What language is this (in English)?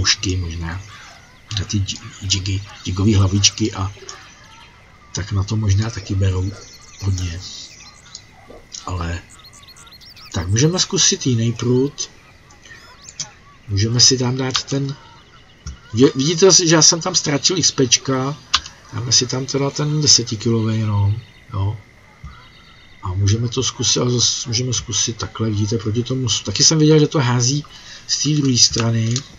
Czech